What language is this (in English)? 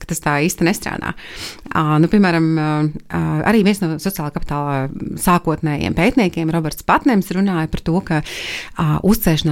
Latvian